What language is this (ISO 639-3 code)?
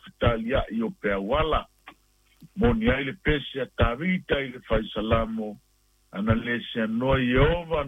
smo